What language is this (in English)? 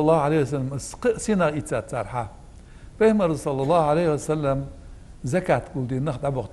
Ingush